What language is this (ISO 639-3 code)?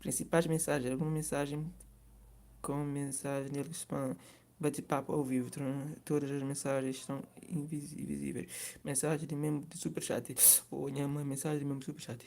kea